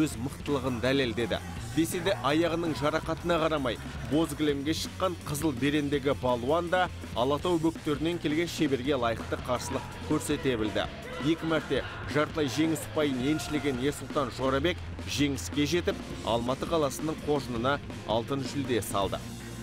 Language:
Kazakh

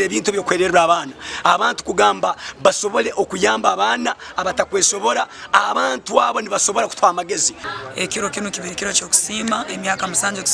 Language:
Nyankole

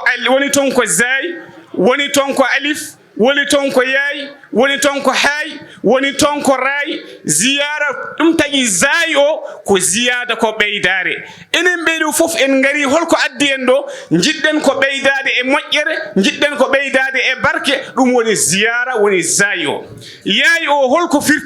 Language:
Fula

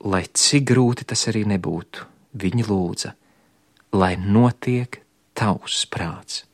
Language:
Latvian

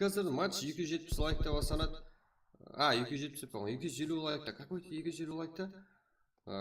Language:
Kara-Kalpak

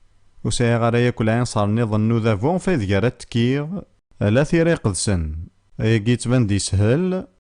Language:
Kabyle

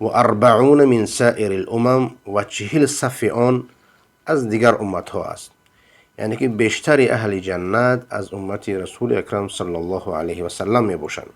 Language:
Persian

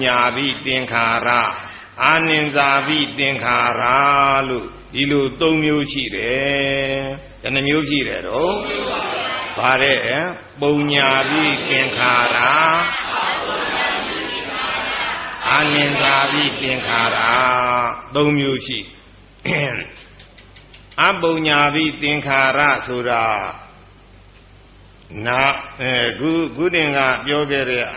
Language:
Burmese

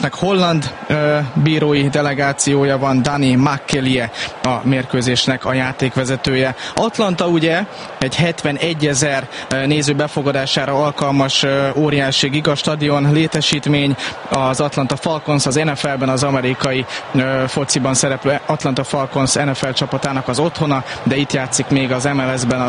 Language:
Hungarian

